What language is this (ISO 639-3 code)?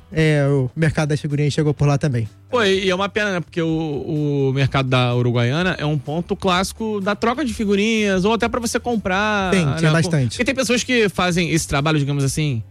por